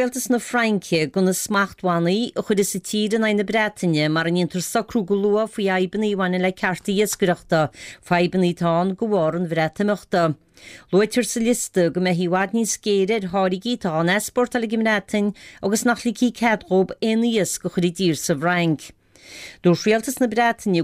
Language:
Irish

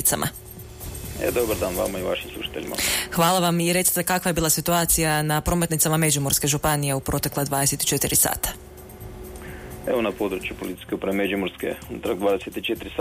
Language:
Croatian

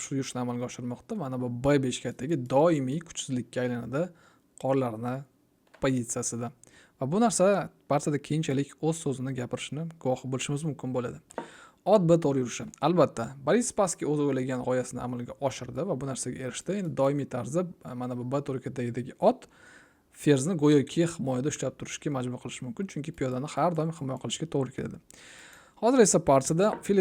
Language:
Uzbek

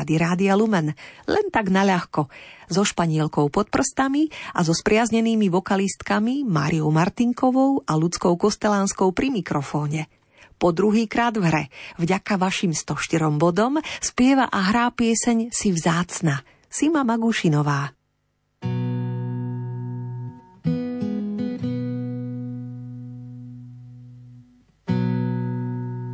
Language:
Slovak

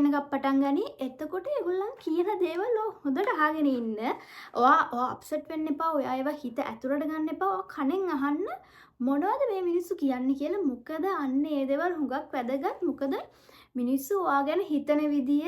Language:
Sinhala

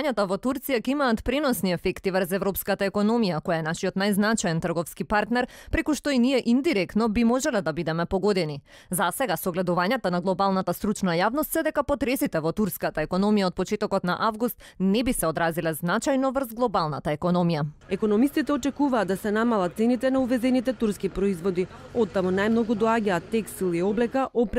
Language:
Macedonian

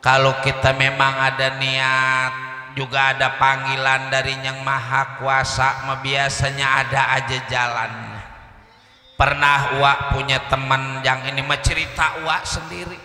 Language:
Betawi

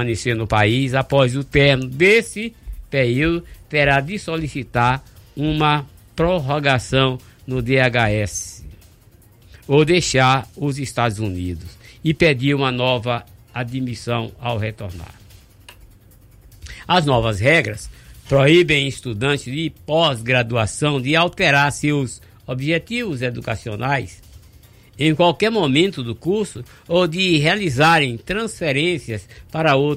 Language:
Portuguese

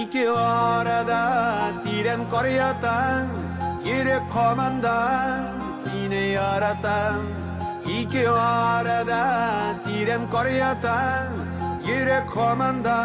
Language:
Tatar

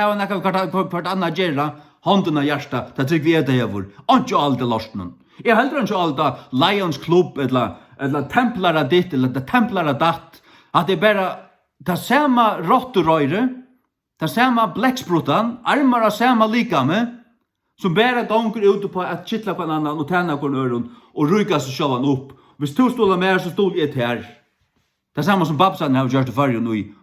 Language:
Faroese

